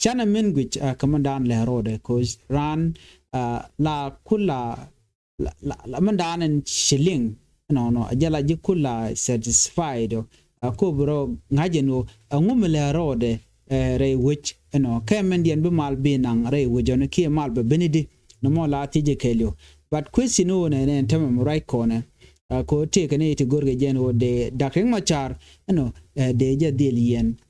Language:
Nuer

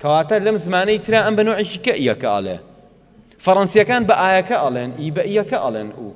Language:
Central Kurdish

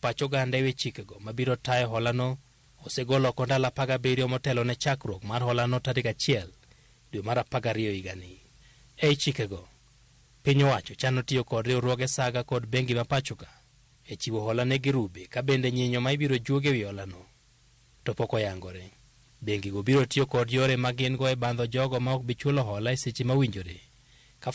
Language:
Luo (Kenya and Tanzania)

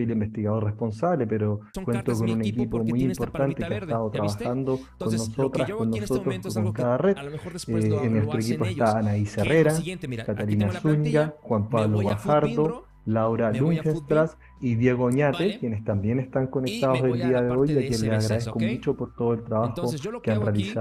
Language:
Spanish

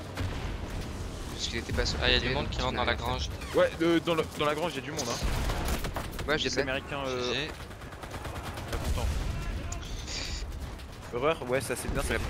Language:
French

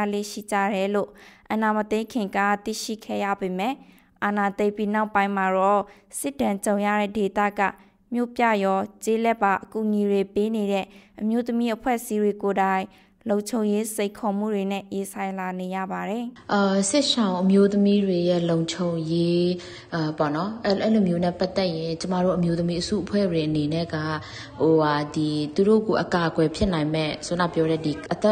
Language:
Burmese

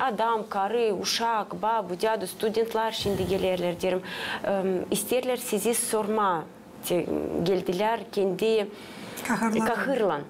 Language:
Gagauz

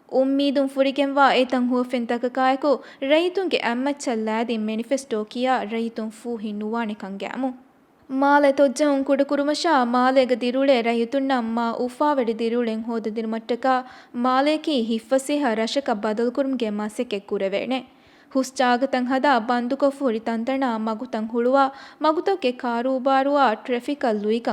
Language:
Divehi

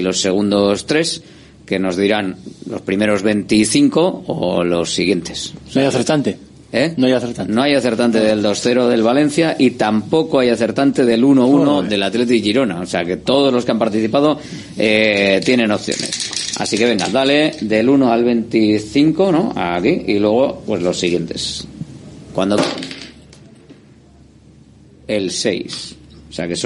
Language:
Spanish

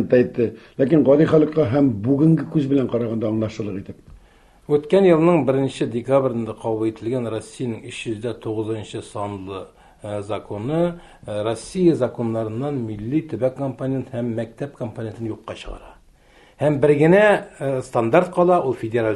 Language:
Tatar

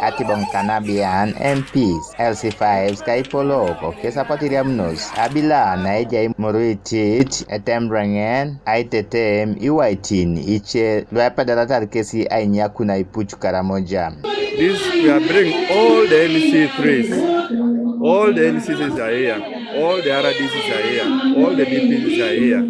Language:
Teso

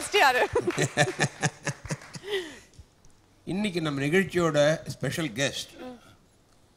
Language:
Tamil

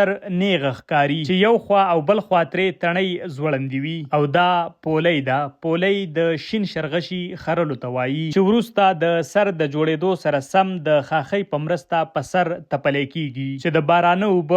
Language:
Pashto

